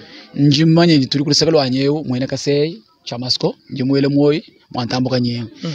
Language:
Luba-Lulua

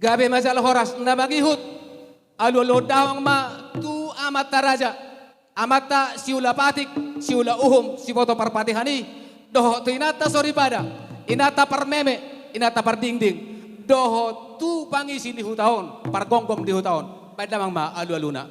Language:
Batak Toba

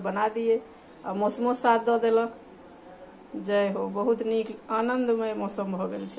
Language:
Maithili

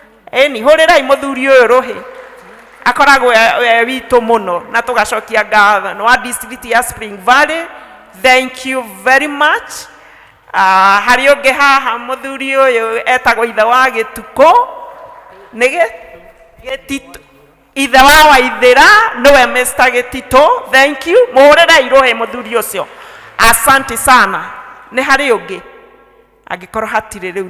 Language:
Kikuyu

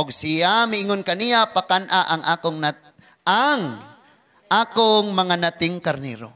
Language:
Cebuano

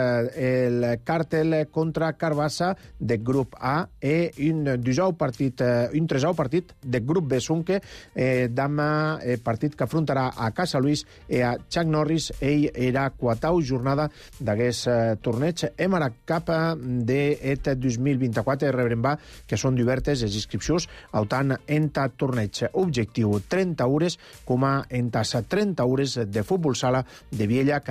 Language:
Catalan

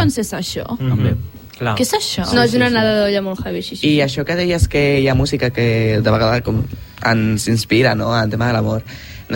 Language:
Catalan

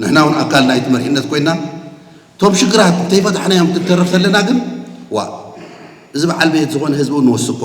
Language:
Tigrinya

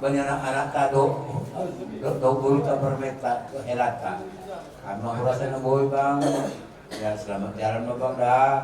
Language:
Batak Simalungun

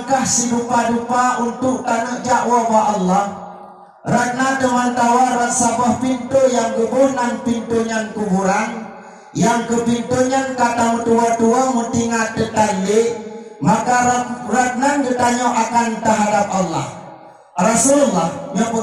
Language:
Achinese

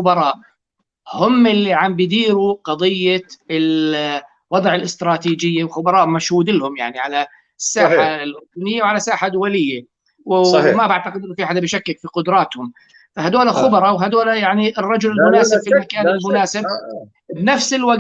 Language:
North Levantine Arabic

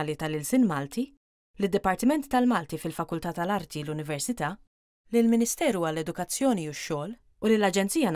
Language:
Maltese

